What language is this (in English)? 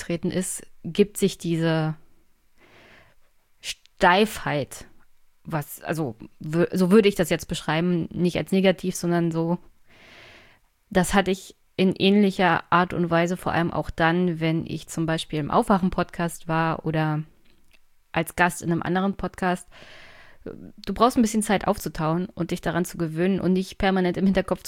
German